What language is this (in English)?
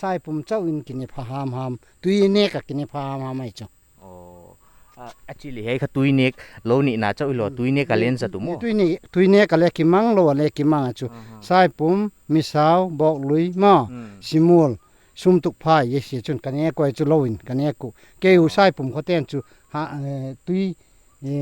Paite Chin